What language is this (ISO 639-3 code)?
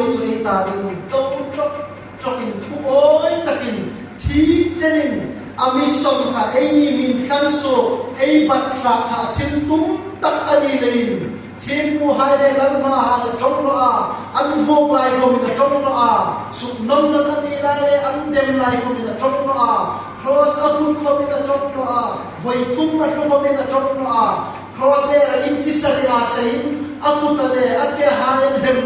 hmr